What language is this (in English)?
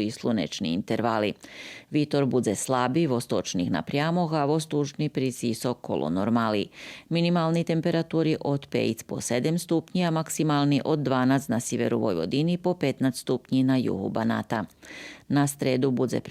Rusyn